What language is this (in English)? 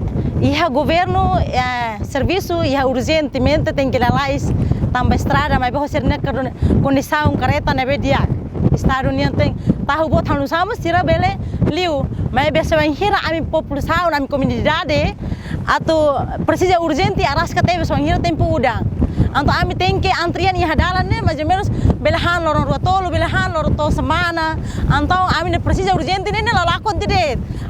Tetum